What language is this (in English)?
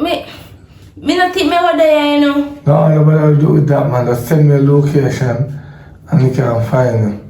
Jamaican Creole English